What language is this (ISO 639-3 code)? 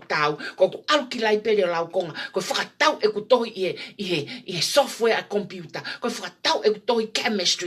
ton